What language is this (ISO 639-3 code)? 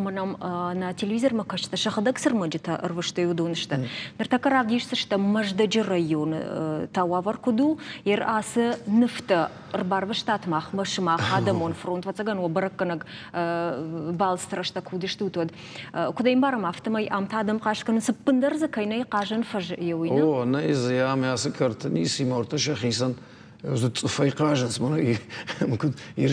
oss